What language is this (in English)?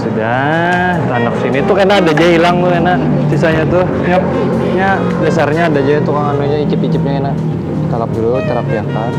Banjar